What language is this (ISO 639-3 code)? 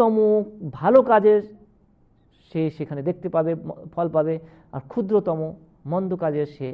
ben